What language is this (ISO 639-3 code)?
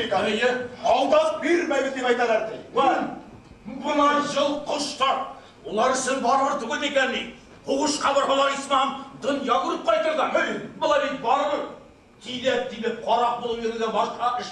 bak